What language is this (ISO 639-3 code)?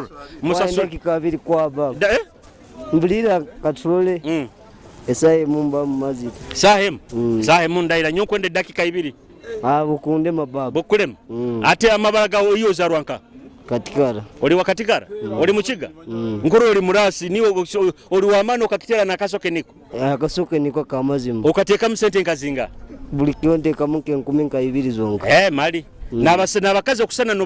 nyo